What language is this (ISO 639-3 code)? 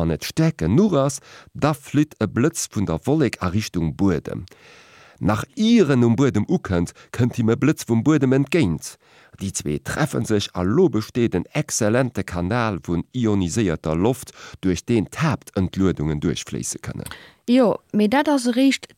ltz